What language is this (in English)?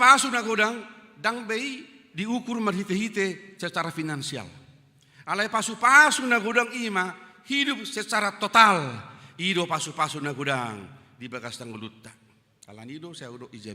Batak Toba